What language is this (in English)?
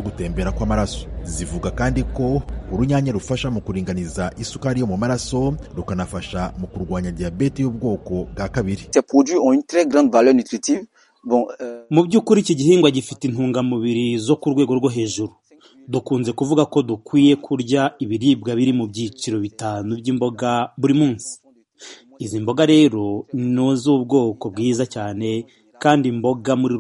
Kinyarwanda